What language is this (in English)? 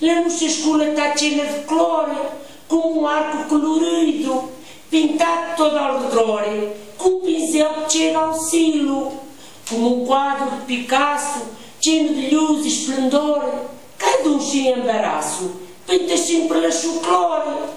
Mirandese